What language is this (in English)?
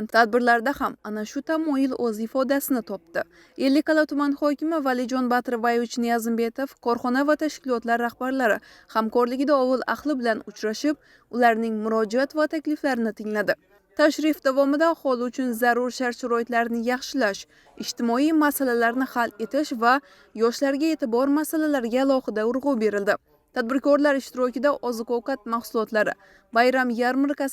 Uzbek